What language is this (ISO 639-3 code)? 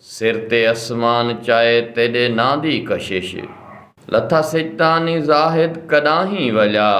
skr